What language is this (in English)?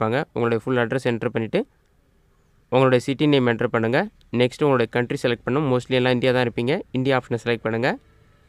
Tamil